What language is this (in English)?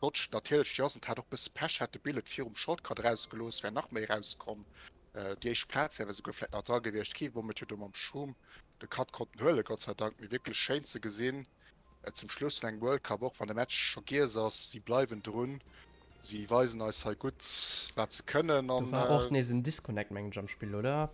Luxembourgish